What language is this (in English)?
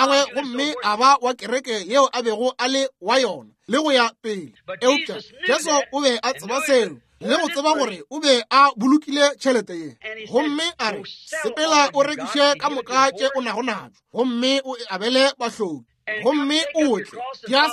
Northern Sotho